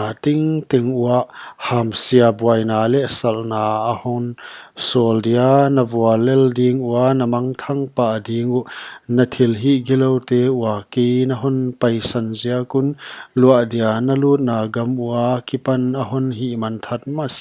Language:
Paite Chin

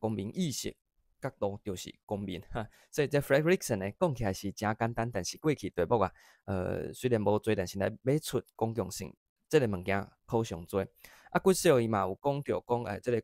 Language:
Min Nan Chinese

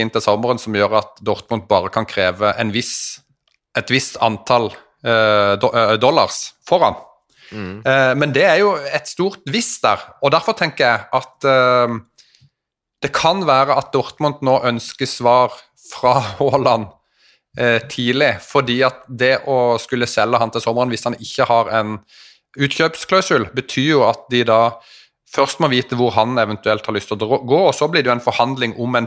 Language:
Norwegian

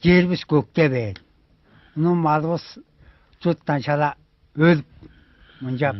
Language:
Tuvinian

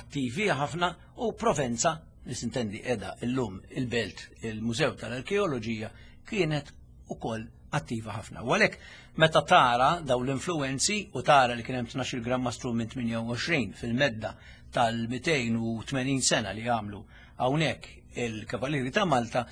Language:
Maltese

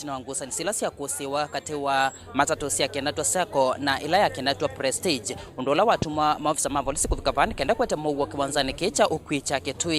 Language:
Kamba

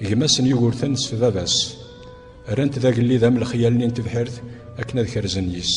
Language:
Kabyle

